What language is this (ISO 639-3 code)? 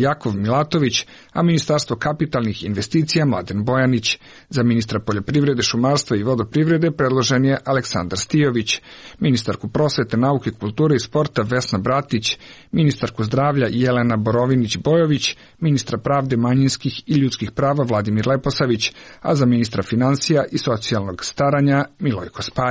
srp